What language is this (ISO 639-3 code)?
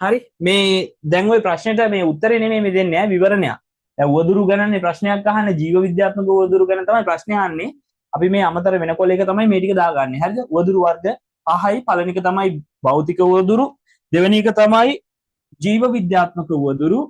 sin